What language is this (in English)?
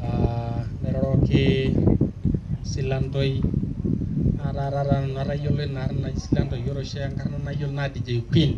Masai